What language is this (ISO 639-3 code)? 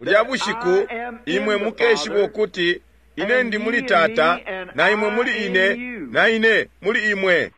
bem